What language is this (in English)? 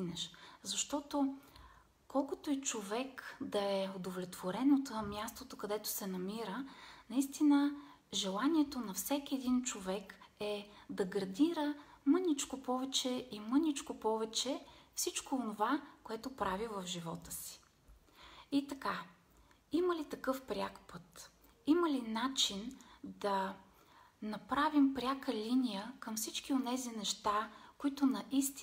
Bulgarian